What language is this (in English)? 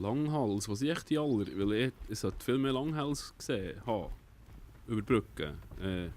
Swiss German